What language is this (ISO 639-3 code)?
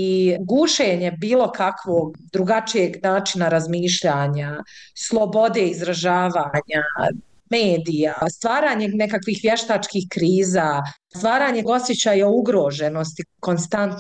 bos